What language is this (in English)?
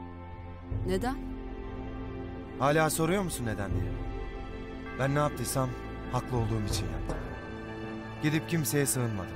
Turkish